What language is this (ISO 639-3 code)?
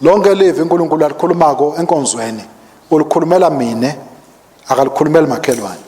ssw